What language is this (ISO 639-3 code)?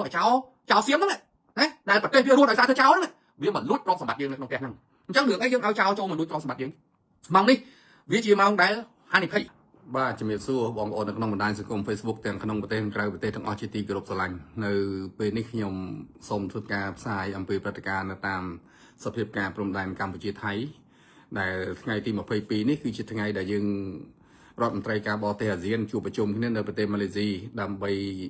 khm